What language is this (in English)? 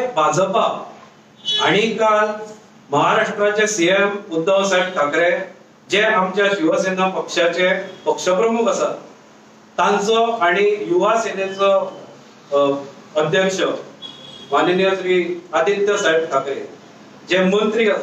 Konkani